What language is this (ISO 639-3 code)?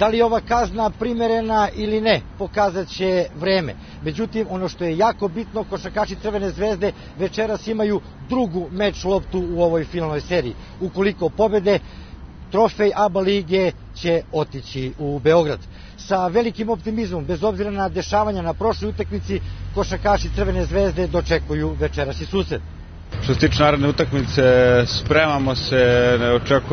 srp